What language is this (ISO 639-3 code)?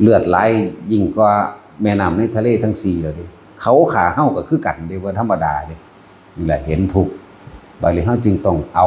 tts